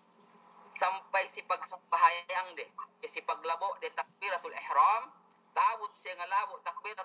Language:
Yakan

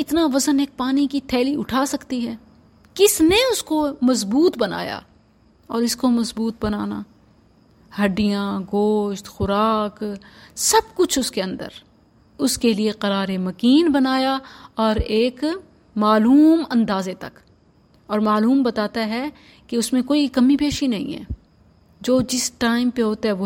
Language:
Urdu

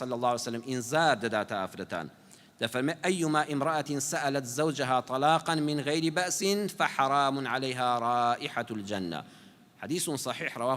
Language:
Central Kurdish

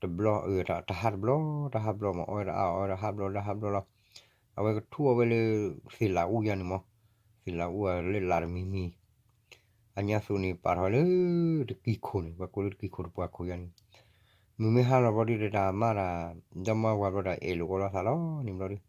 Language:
S'gaw Karen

